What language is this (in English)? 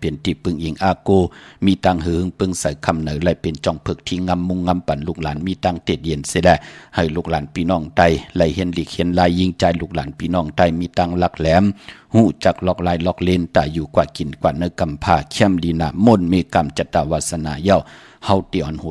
Shan